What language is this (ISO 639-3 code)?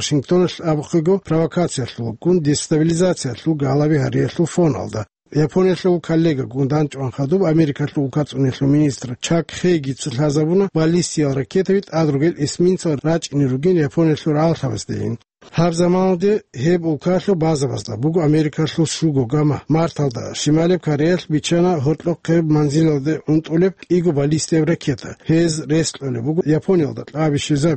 ava